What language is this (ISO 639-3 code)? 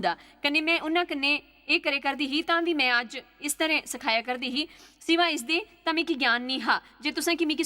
doi